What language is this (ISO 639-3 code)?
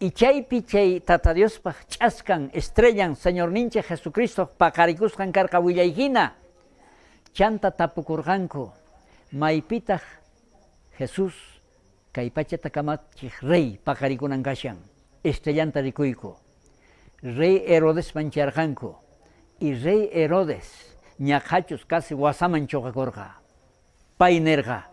quh